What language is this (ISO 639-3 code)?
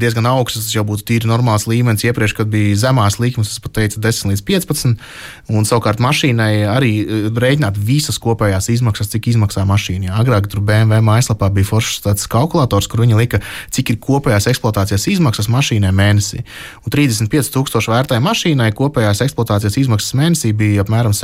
lav